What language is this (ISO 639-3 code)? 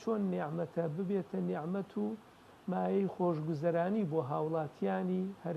ckb